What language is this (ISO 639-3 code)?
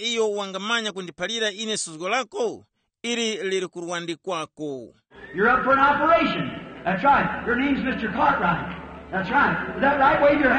tum